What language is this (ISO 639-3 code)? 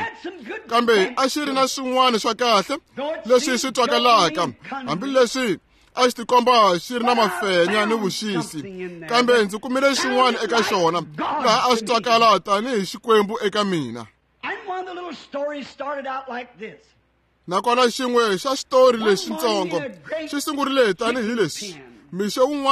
tso